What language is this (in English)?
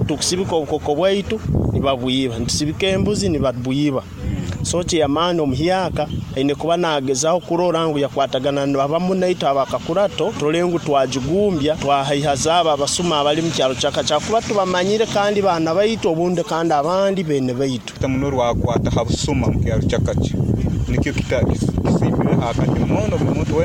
Nyoro